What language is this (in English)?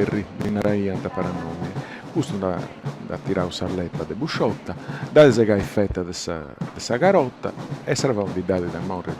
Sardinian